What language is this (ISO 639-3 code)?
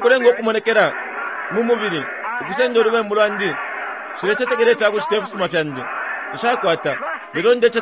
bem